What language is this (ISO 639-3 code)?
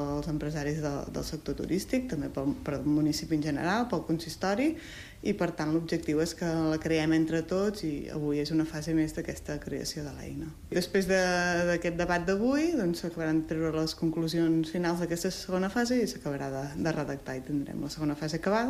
cat